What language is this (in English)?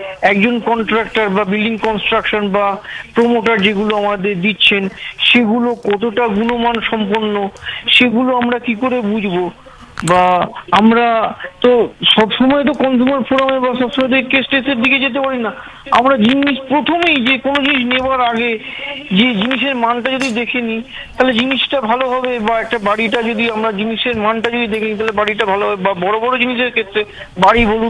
Bangla